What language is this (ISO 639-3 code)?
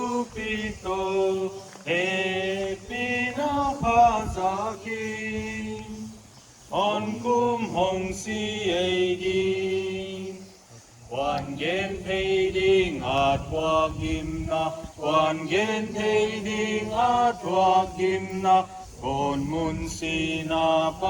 pck